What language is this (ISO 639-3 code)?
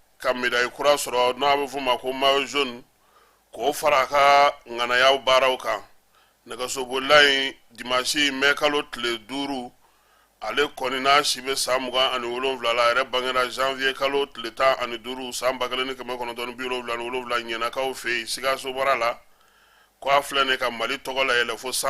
bam